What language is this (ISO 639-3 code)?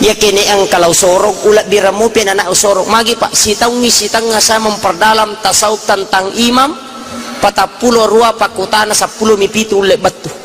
bug